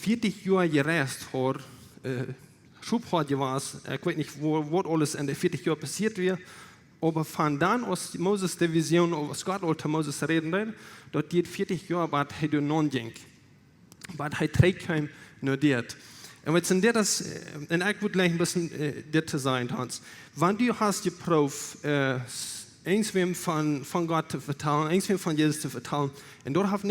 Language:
Plautdietsch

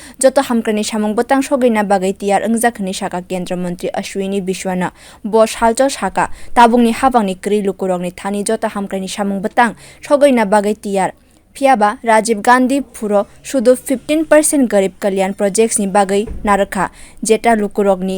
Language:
Kok Borok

